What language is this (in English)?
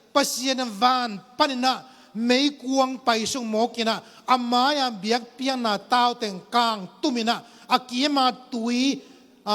Tedim Chin